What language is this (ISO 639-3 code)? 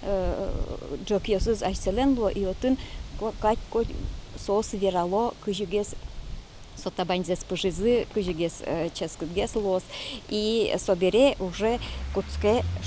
udm